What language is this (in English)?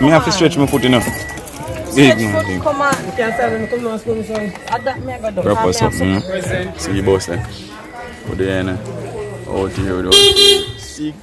Jamaican Creole English